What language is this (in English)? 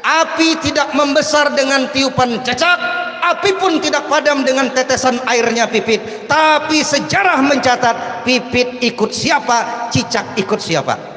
Banjar